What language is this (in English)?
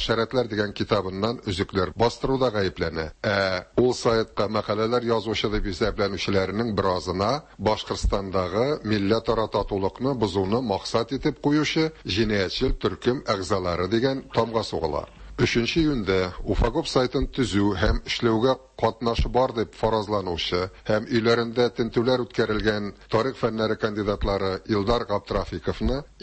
Tatar